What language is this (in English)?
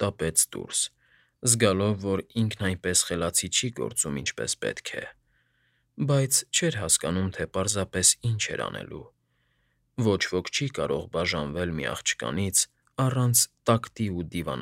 Armenian